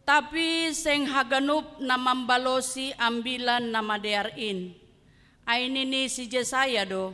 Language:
Batak Simalungun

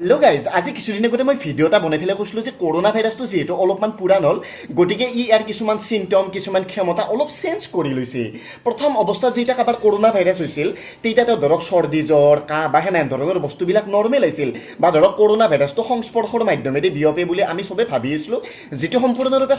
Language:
Assamese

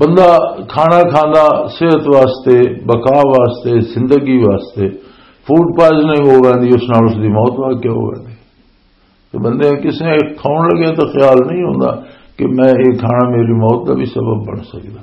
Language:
Western Panjabi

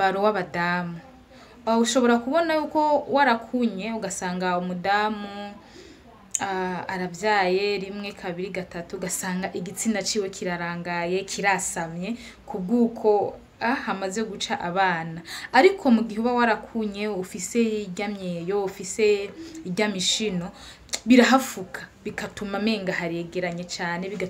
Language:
Rundi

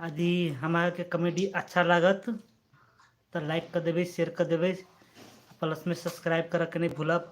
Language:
Maithili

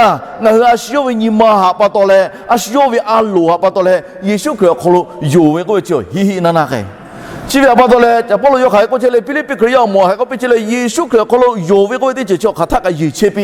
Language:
Lahu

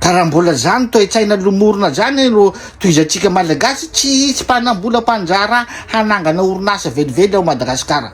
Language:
Malagasy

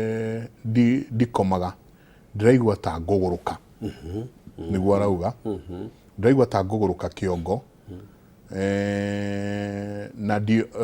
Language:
Kikuyu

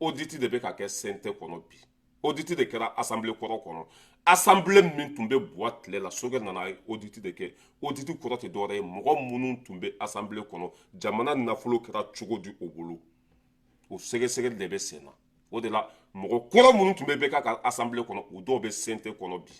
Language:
Bambara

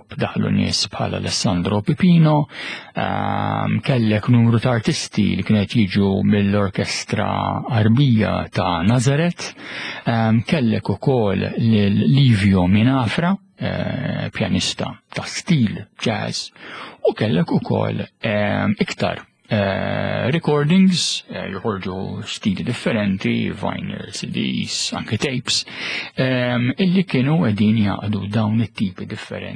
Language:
Maltese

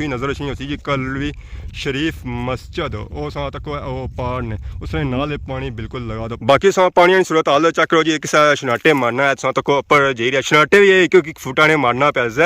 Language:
Pahari-Potwari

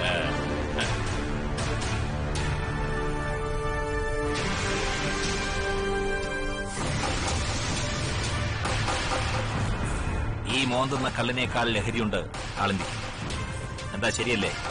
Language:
Malayalam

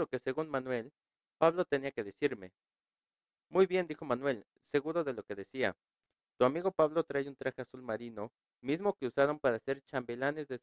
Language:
Spanish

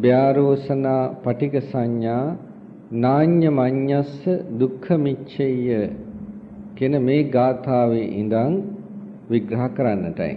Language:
Sinhala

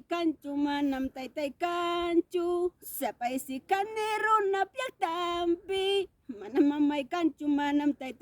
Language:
Ayacucho Quechua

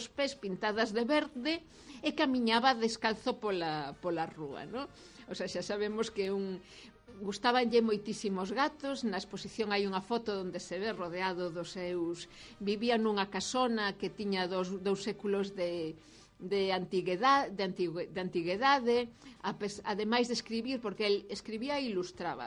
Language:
Galician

